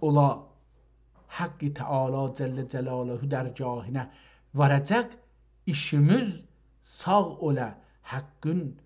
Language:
South Azerbaijani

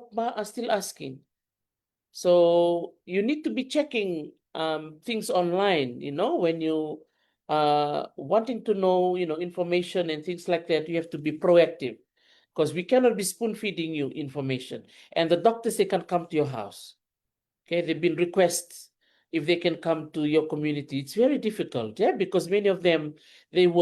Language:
Fijian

